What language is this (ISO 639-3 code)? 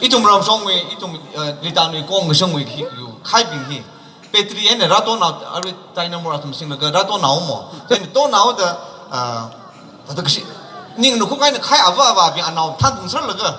nmf